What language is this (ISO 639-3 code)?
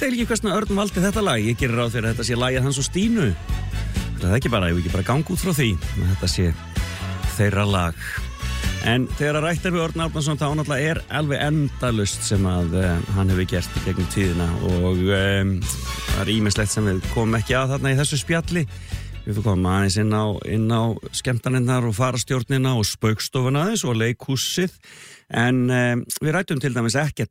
isl